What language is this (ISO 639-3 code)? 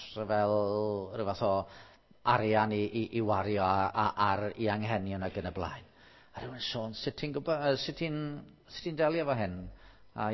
cym